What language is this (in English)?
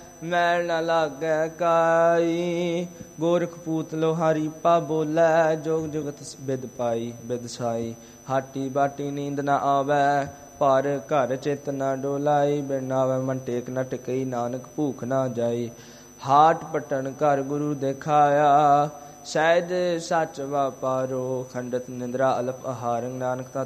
Punjabi